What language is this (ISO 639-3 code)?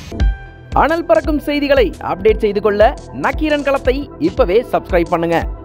tam